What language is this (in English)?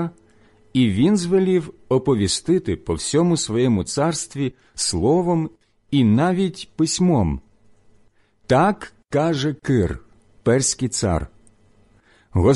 Ukrainian